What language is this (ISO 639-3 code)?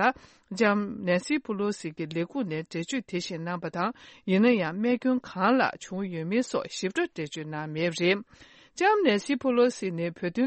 bod